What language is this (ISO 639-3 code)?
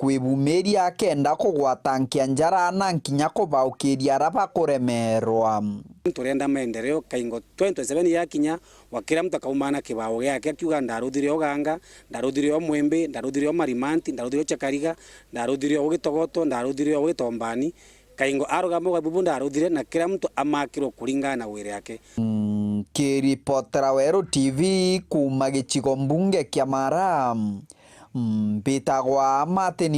mer